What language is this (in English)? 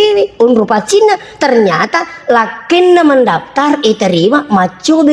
Buginese